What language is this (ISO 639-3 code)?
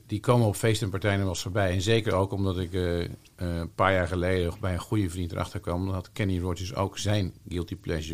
nld